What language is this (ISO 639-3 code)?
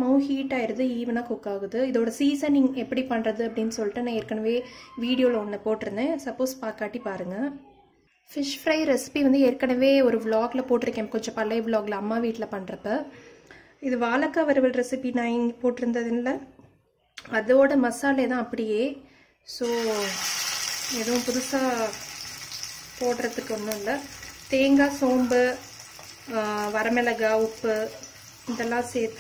tam